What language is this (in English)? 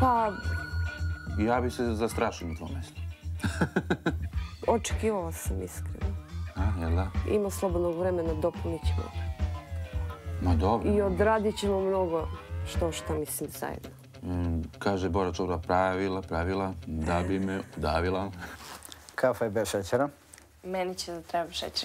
Serbian